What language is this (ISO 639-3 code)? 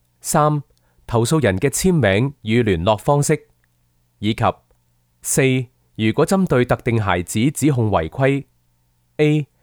yue